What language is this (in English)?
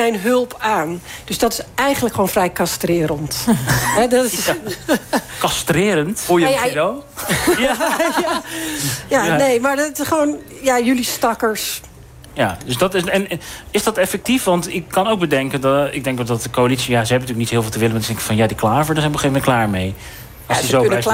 Dutch